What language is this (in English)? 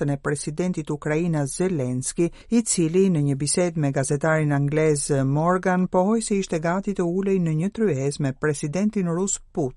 Albanian